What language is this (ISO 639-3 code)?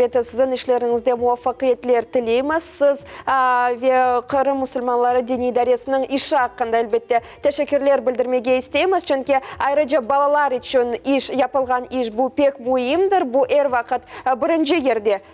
crh